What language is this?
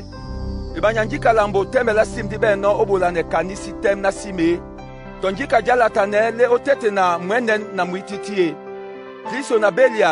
Duala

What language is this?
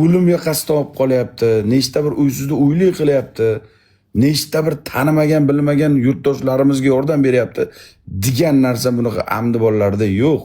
Uzbek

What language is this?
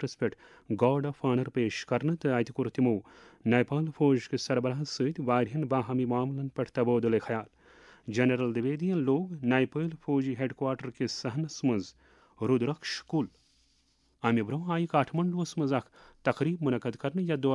Kashmiri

